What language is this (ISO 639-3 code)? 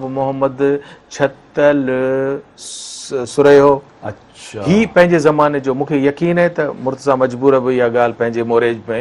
snd